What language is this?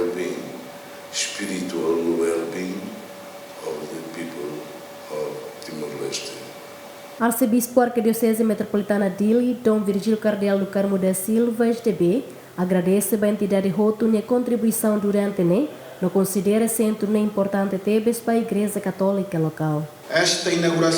Tetum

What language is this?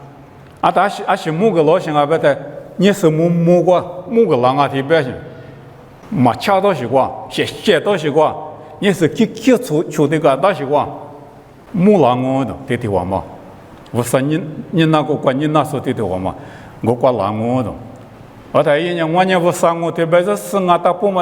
Lisu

